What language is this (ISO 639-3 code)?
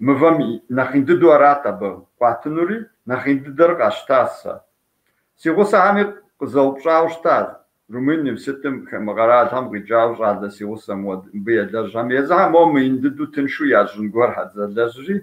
kbd